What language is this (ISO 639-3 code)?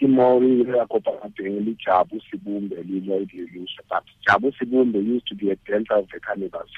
tsn